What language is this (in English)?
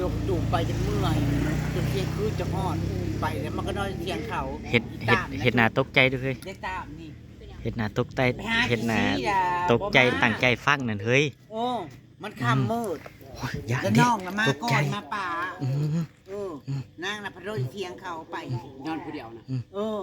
Northeastern Thai